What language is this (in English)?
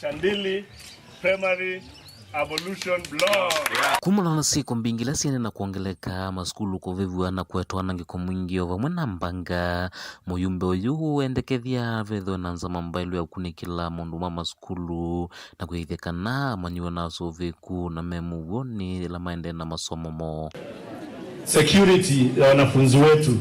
Kamba